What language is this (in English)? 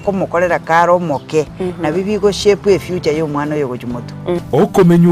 Gusii